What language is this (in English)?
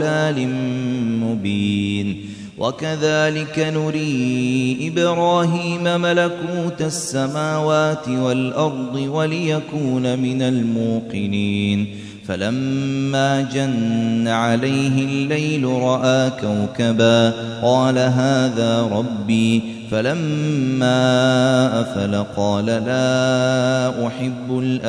Arabic